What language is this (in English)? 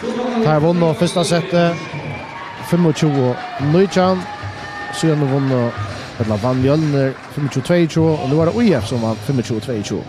Faroese